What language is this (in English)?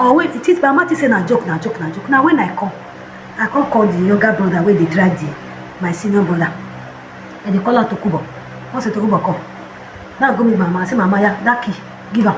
Nigerian Pidgin